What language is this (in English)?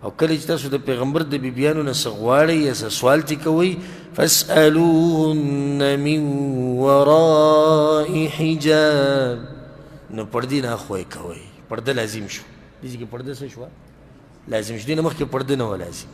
Pashto